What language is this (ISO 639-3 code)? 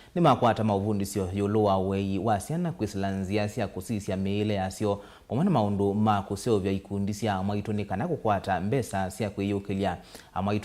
kam